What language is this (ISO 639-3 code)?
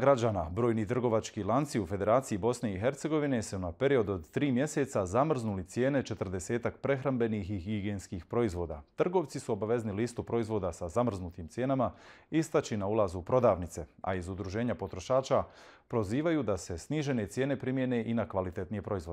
bos